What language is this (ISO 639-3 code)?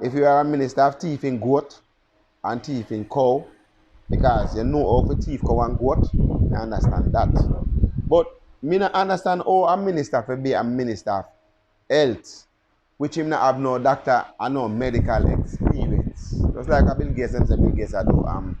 jam